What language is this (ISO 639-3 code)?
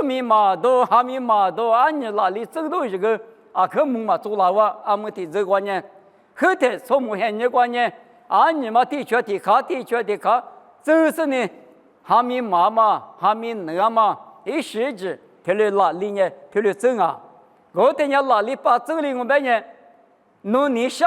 lis